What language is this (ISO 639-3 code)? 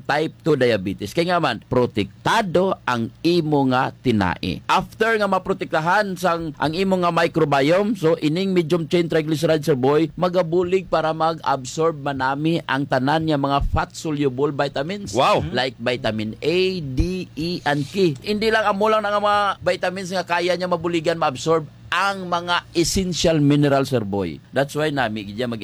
hil